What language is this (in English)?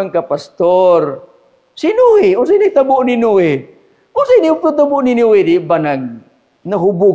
Cebuano